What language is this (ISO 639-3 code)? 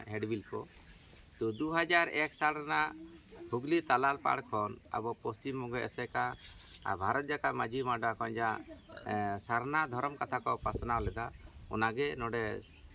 sat